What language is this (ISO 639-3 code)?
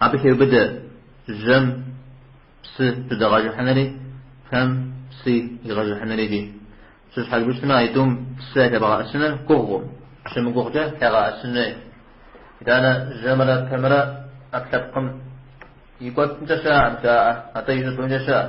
kbd